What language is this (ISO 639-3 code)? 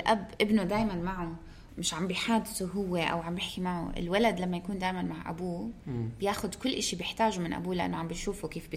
apc